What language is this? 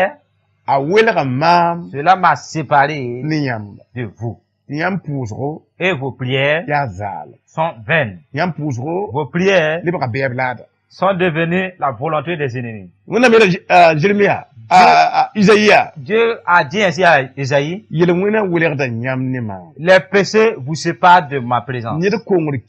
Mossi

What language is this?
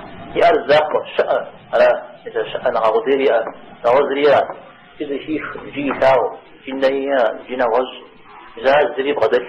Kabardian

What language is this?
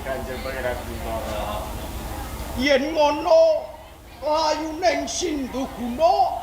Javanese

